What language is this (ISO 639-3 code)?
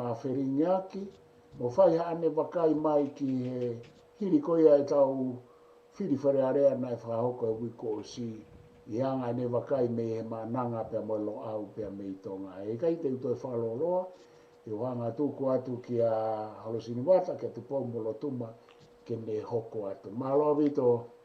ton